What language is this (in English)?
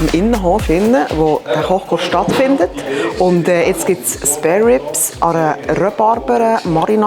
Swiss German